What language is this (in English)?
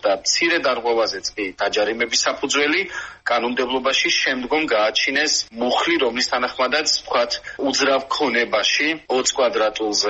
Georgian